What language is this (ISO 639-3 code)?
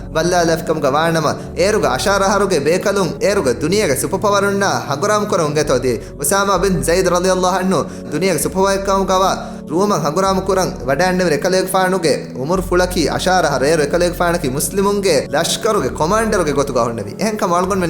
div